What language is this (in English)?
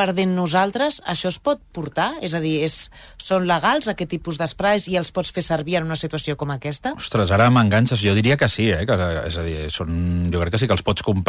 Catalan